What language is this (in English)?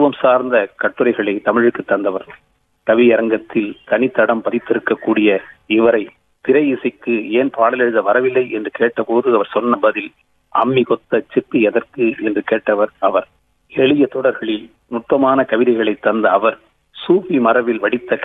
Tamil